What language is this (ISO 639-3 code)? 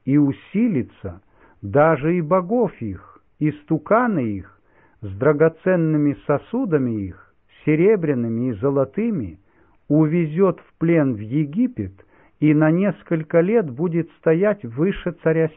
rus